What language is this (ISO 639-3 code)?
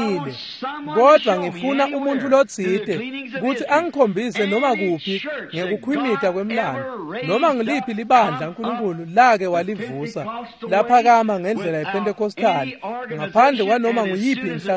ssw